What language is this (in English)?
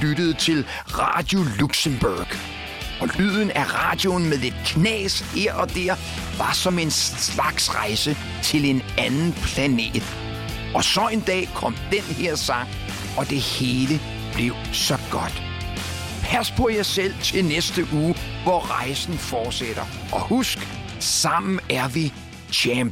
Danish